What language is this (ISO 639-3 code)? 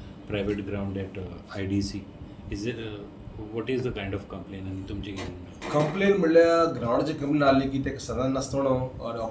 kok